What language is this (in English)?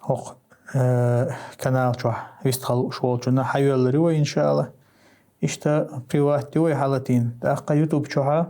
Chechen